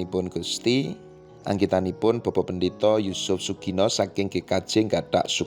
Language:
Javanese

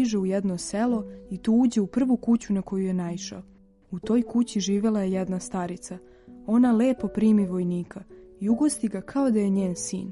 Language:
Serbian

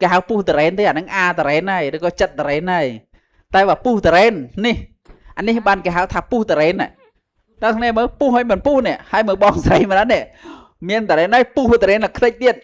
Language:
Khmer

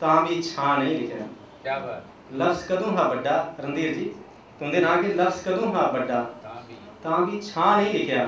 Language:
Dogri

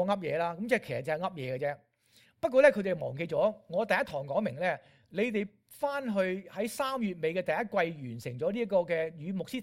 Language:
Cantonese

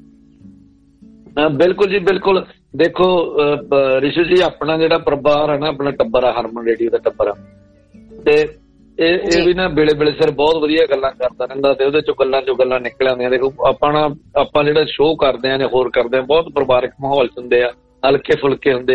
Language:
Punjabi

